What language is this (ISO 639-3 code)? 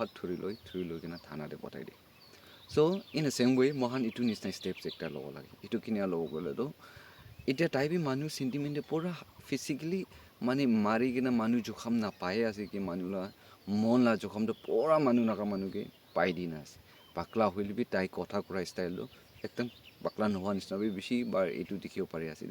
nag